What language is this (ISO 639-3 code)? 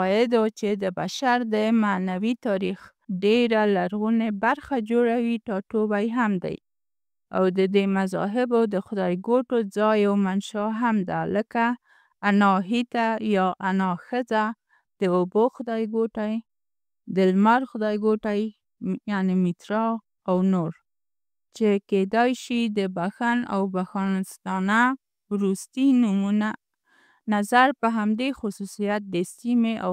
pus